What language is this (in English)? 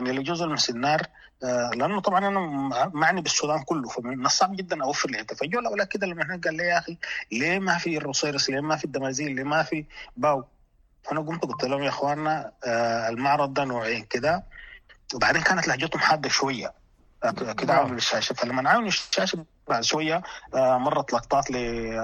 Sudanese Arabic